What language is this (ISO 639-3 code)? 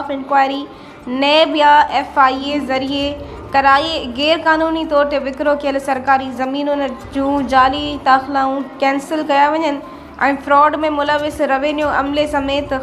snd